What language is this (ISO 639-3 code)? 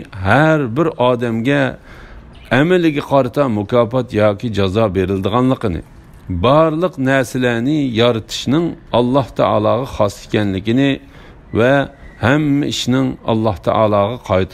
uig